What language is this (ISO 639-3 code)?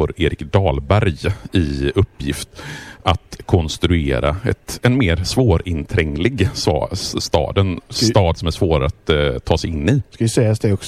swe